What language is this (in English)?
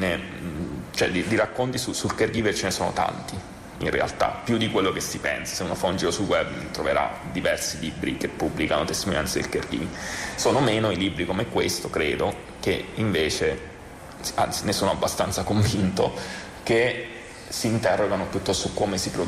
Italian